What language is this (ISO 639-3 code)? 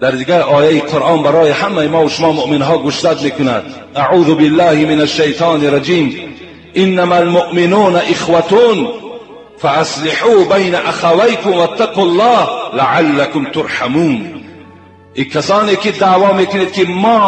tgk